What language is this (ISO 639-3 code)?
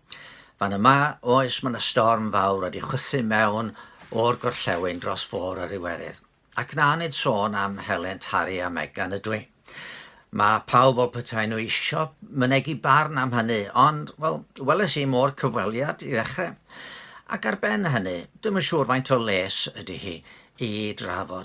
cym